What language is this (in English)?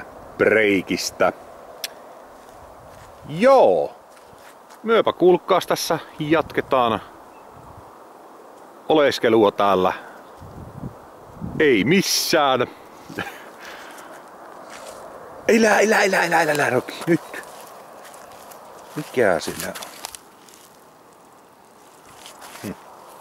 Finnish